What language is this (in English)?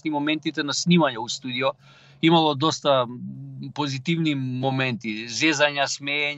Macedonian